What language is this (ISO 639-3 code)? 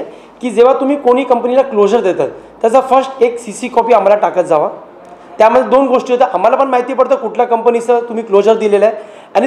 mar